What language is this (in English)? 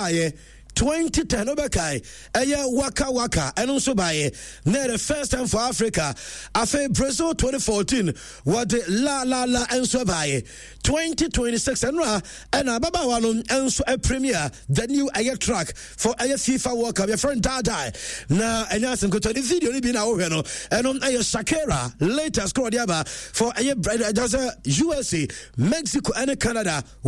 Akan